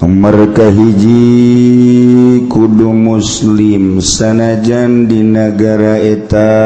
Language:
Sundanese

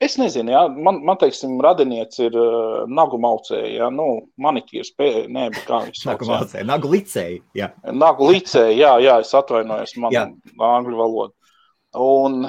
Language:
Latvian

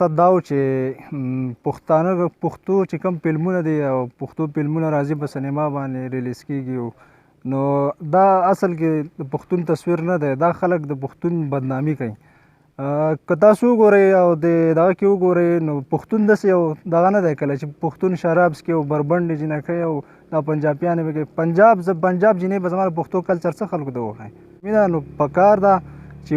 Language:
Pashto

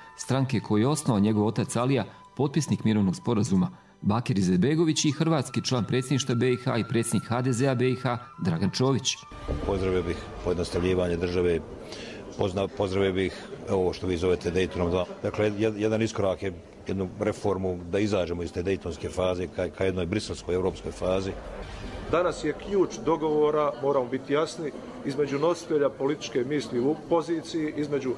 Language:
Bosnian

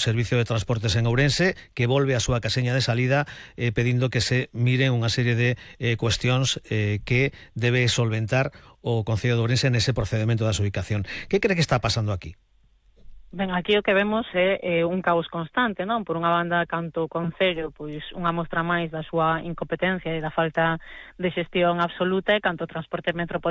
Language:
Galician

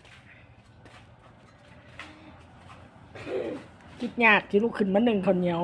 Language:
Lao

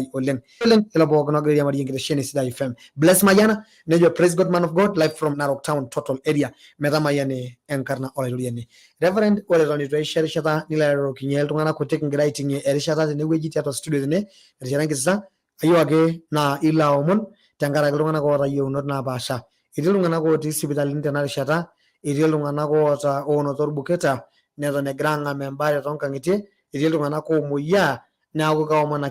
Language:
Masai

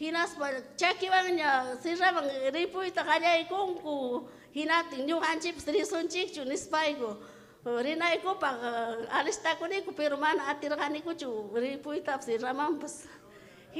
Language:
Ayacucho Quechua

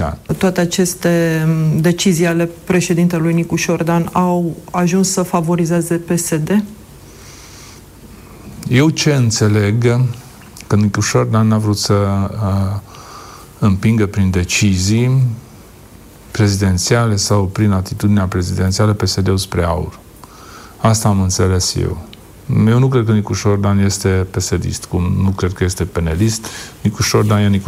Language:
Romanian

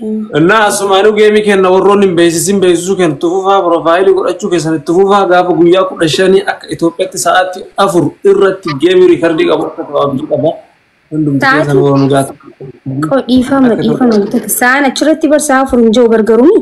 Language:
Oromo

